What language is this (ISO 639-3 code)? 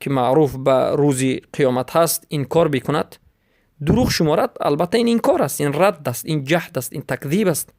fas